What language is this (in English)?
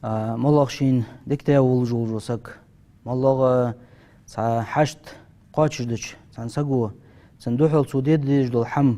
Ingush